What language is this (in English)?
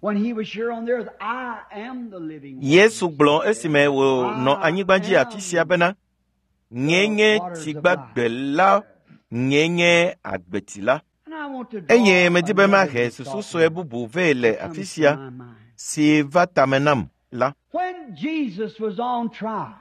Ewe